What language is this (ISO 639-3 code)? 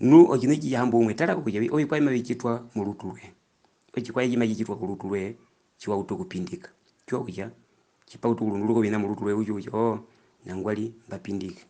her